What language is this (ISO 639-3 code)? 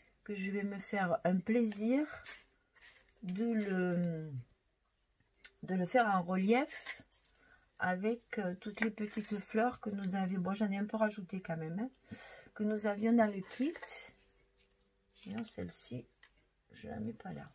fra